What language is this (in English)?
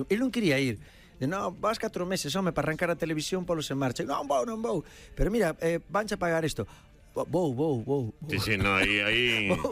Galician